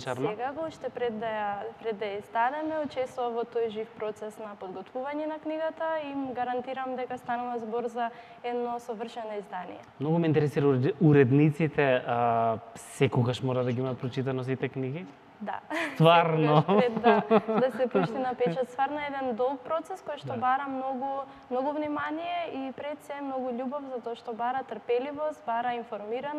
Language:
Macedonian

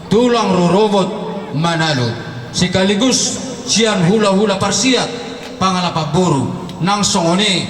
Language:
Batak Toba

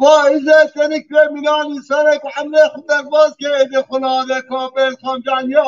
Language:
Kurdish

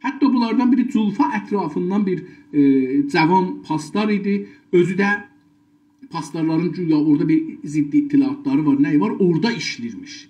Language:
South Azerbaijani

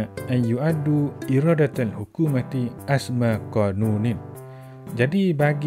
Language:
Malay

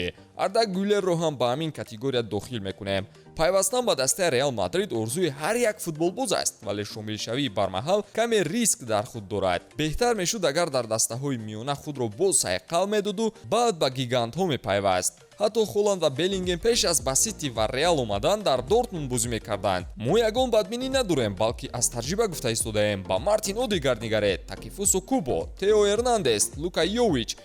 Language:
Tajik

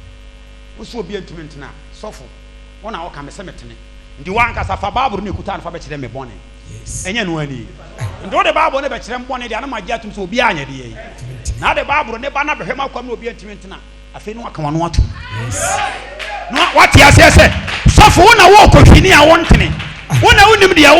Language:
Akan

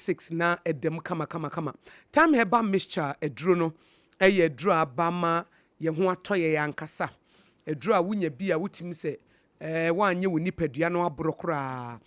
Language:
Akan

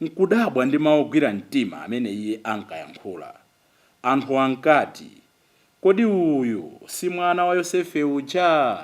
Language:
Nyanja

